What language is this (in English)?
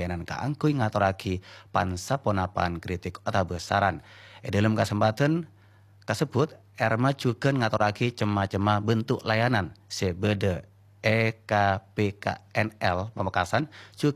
Madurese